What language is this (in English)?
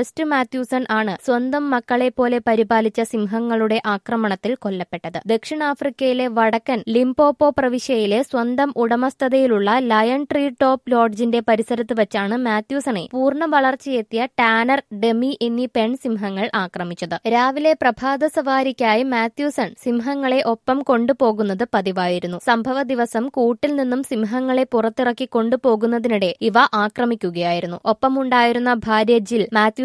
Malayalam